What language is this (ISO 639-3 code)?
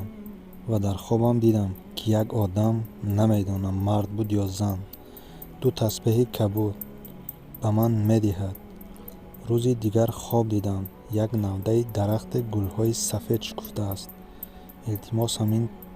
tgk